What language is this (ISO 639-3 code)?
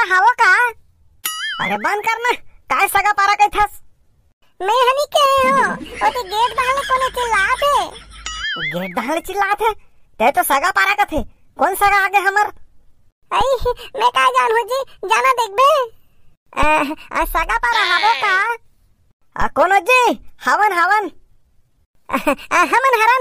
hne